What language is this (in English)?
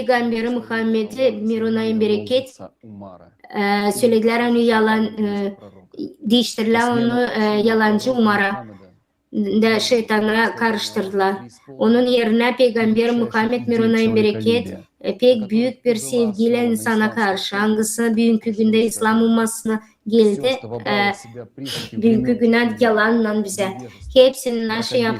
Gagauz